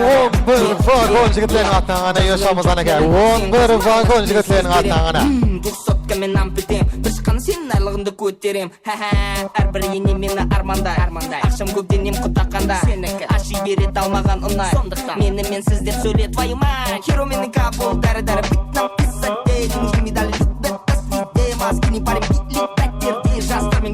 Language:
Kara-Kalpak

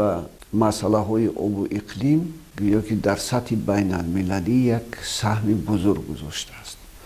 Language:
Tajik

